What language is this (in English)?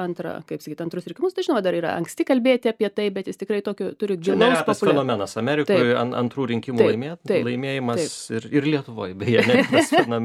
Lithuanian